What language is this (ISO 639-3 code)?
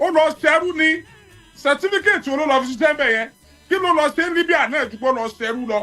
yor